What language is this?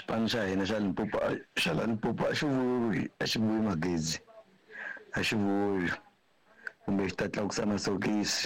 Tsonga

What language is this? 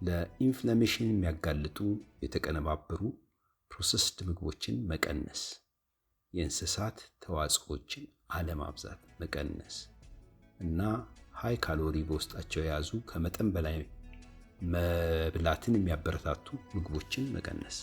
Amharic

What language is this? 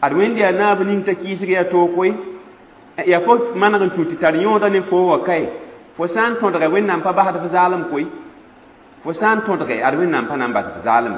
Mossi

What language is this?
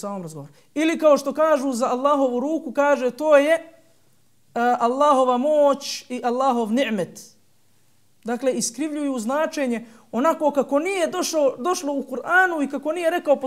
Bosnian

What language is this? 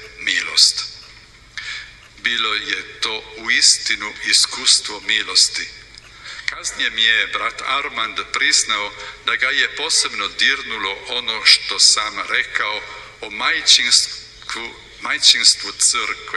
Croatian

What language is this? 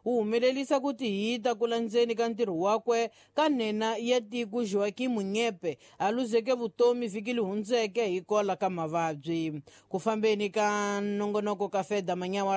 Tsonga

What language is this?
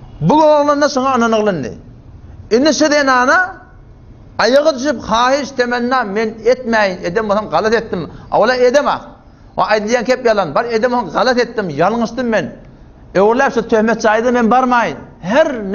Turkmen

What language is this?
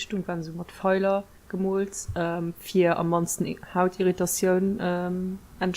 Luxembourgish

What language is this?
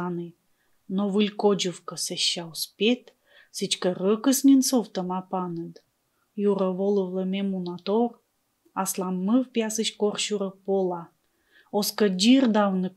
Komi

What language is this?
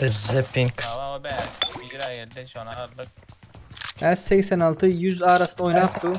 Turkmen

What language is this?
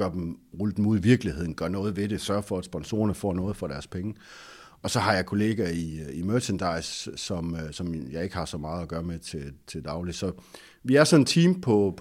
Danish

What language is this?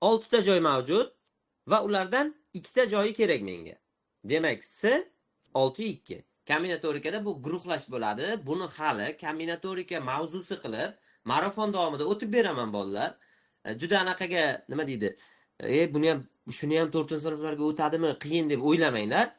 Uzbek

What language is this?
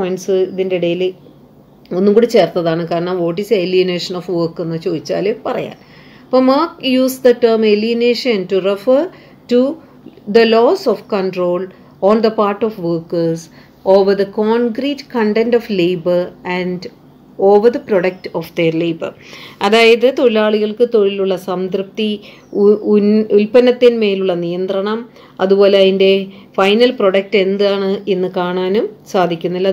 Malayalam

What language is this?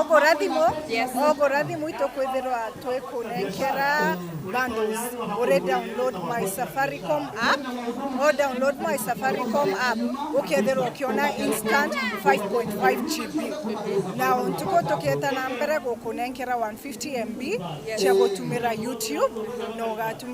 Meru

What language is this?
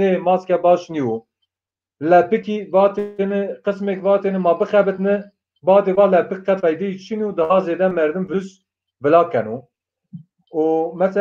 Zaza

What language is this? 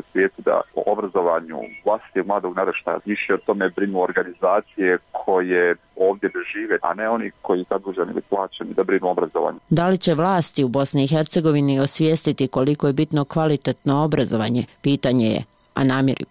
Bosnian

